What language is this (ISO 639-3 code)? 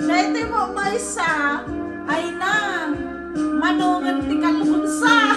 ilo